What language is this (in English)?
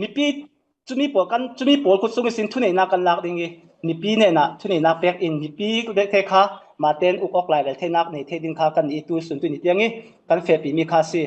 Falam Chin